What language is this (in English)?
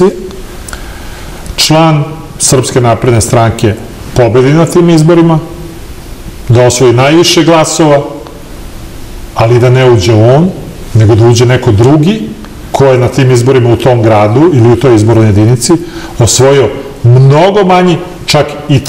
Serbian